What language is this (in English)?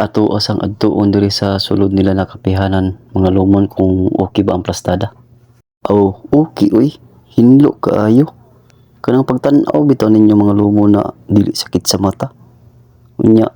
Cebuano